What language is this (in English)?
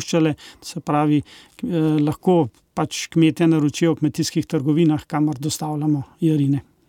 Slovenian